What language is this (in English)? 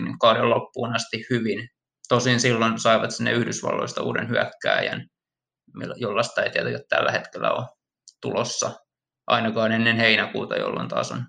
Finnish